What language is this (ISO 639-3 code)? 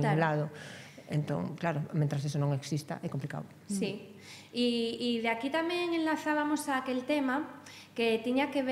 glg